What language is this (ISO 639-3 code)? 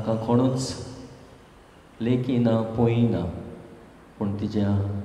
kok